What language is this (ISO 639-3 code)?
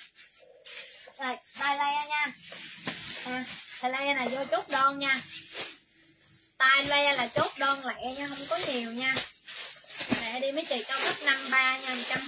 vie